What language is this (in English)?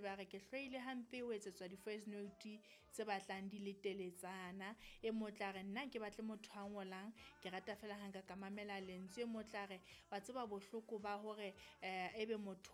Southern Sotho